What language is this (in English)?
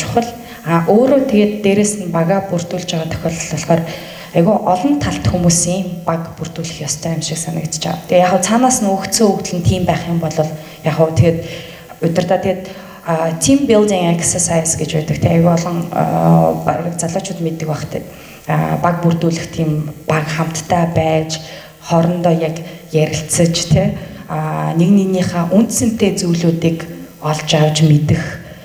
Mongolian